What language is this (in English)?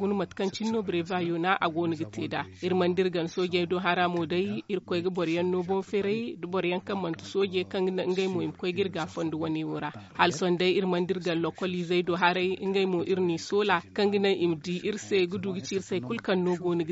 Zarma